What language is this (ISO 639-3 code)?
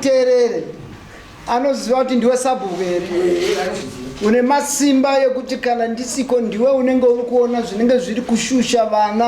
sna